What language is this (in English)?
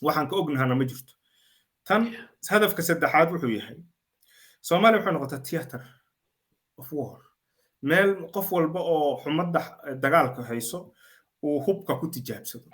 Somali